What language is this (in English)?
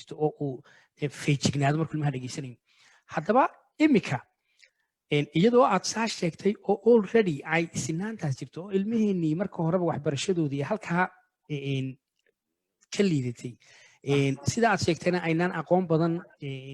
Somali